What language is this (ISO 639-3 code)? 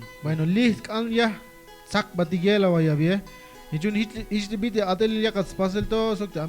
tzh